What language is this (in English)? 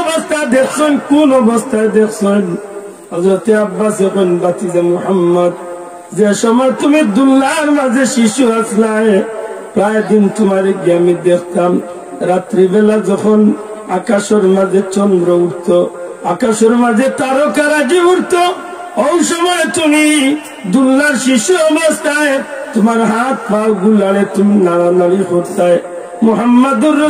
Sylheti